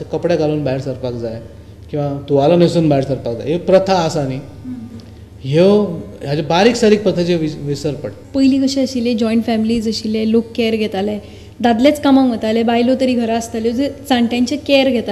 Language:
Konkani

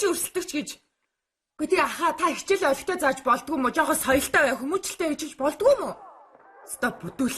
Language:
Mongolian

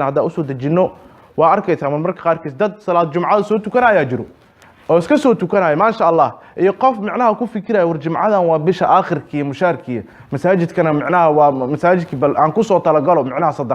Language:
Somali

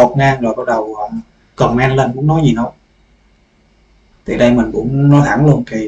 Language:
Vietnamese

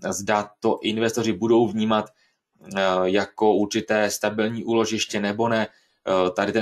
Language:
Czech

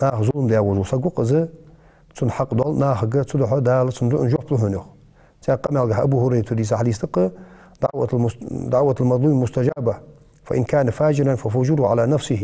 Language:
Ingush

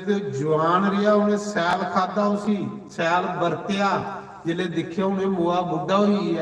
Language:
Dogri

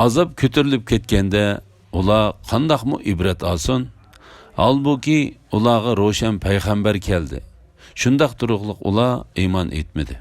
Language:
Uyghur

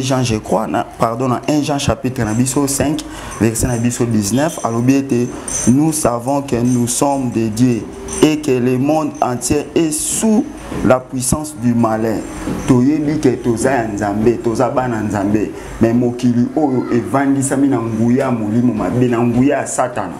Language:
Lingala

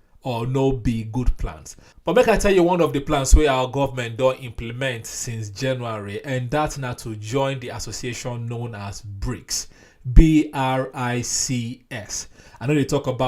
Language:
Nigerian Pidgin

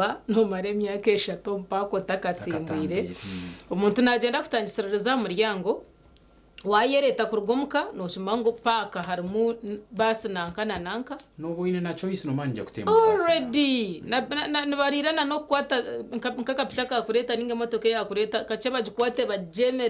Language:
Nyankole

